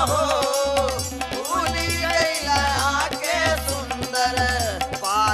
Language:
Bhojpuri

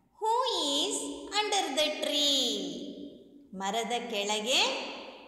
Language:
Kannada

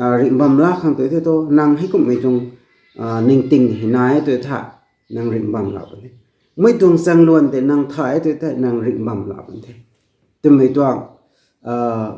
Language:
Rongmei Naga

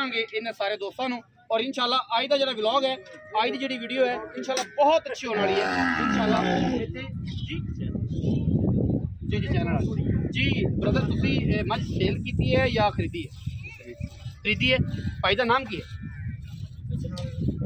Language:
Punjabi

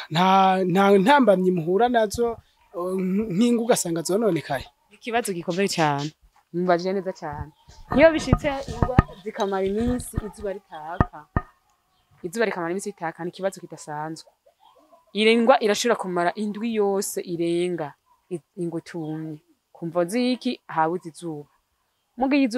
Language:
Rundi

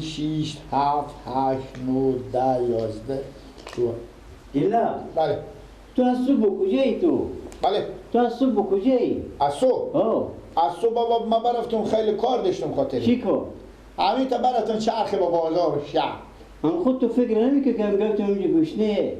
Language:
Persian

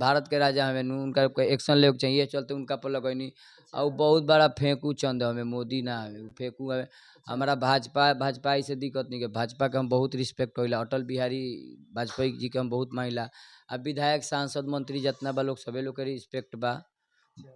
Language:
Bhojpuri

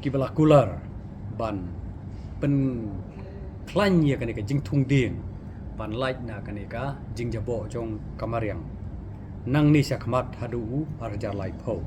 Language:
Khasi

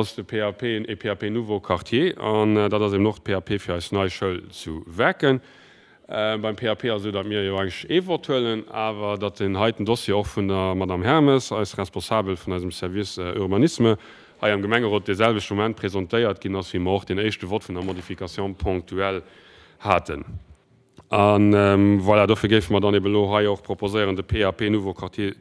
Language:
Luxembourgish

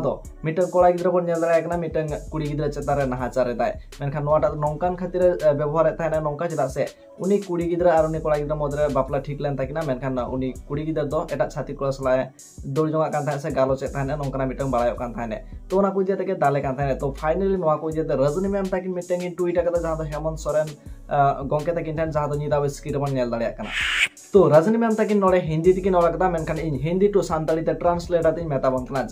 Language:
Santali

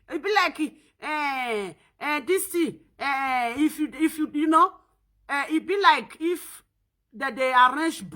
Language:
Nigerian Pidgin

